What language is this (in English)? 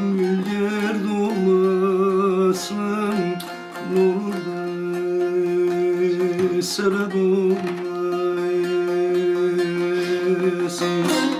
Turkish